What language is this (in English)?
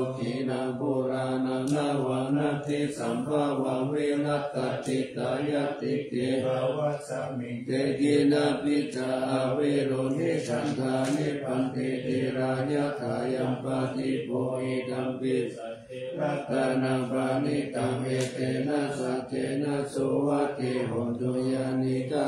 Pali